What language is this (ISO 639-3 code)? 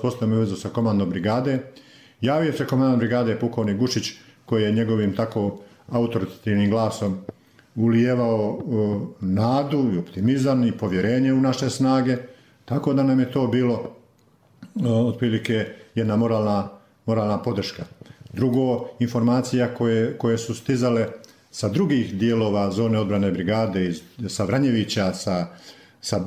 bos